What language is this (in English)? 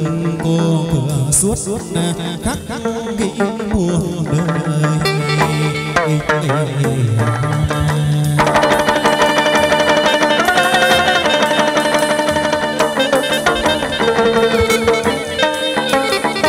Vietnamese